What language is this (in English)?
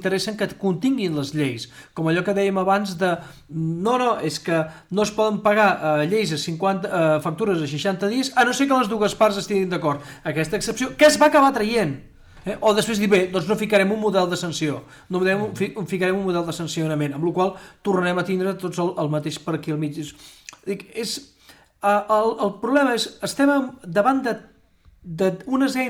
Catalan